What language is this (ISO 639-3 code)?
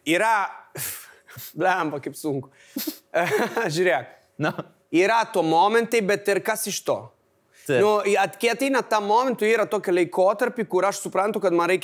lit